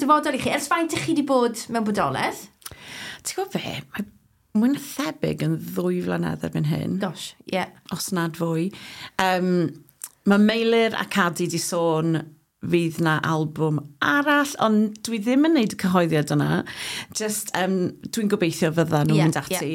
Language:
Welsh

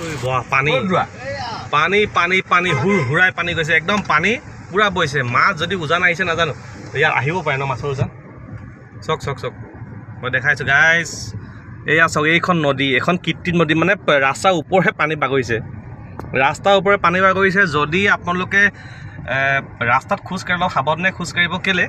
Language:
Assamese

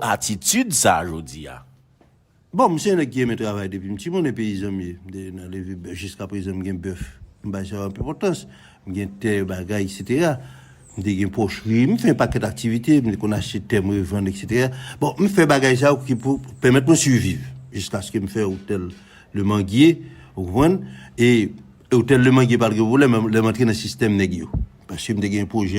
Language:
Haitian Creole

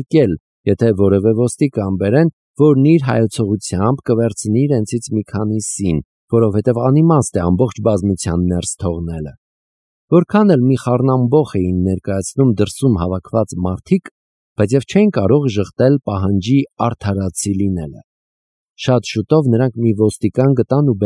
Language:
Armenian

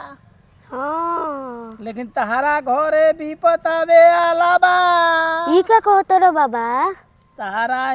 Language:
Bhojpuri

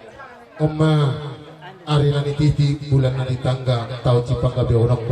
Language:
Batak Toba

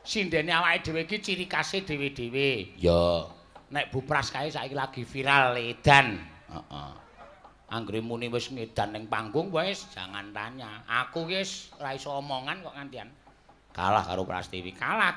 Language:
Javanese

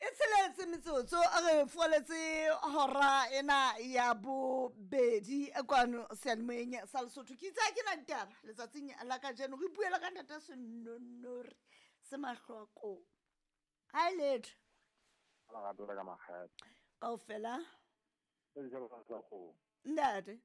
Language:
Southern Sotho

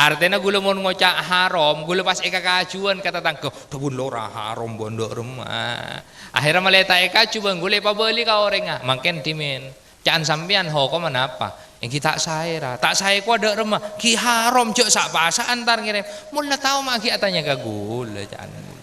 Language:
Madurese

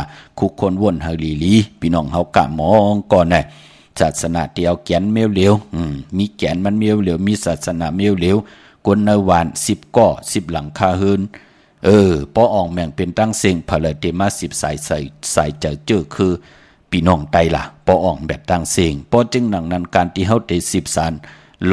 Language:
Shan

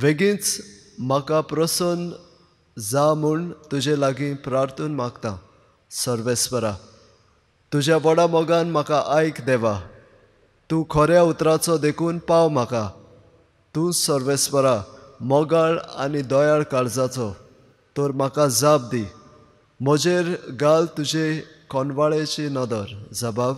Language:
Konkani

